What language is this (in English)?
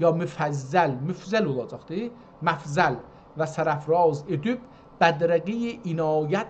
South Azerbaijani